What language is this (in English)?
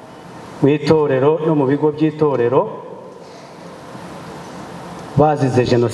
Kinyarwanda